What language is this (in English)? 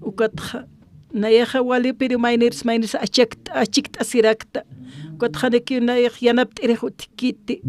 Aymara